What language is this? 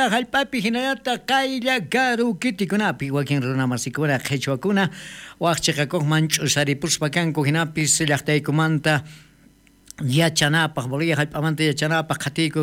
South Bolivian Quechua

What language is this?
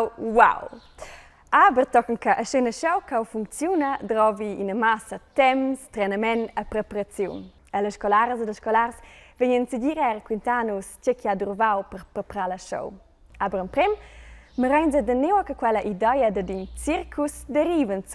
Romansh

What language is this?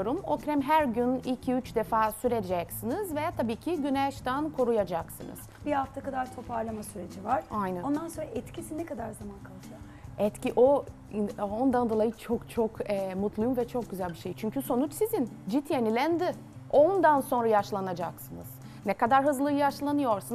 Turkish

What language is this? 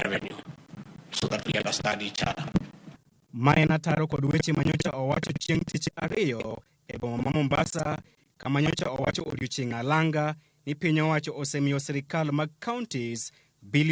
Luo (Kenya and Tanzania)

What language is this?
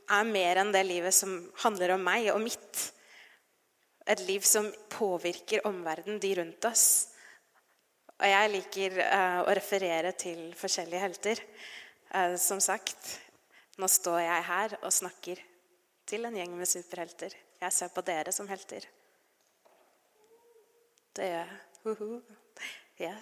Norwegian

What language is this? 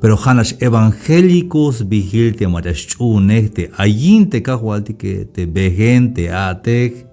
Tzeltal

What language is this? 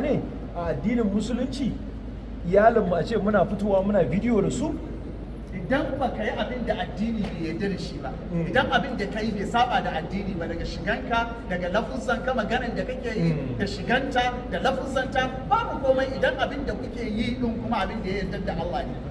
Hausa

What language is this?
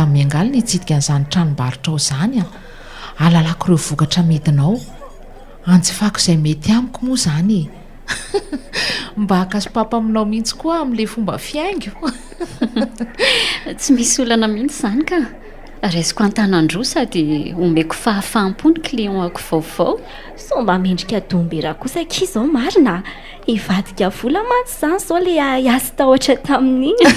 Malagasy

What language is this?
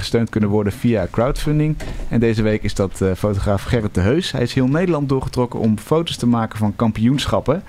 Dutch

